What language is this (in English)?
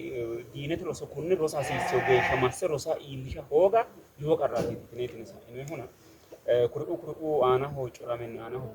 Sidamo